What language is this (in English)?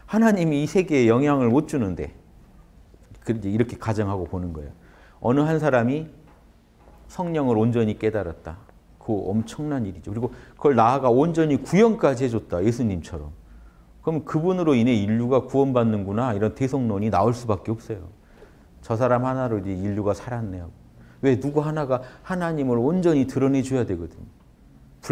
Korean